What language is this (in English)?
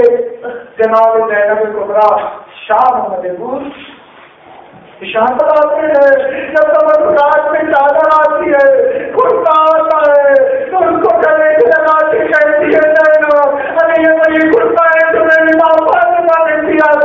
Urdu